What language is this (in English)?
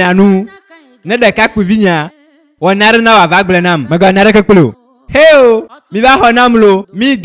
Ewe